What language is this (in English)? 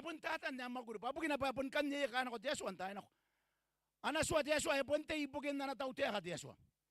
Gilbertese